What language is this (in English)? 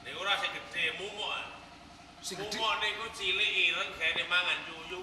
Javanese